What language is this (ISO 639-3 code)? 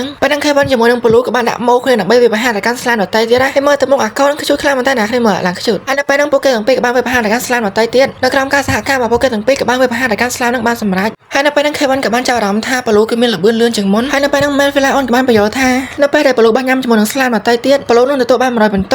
khm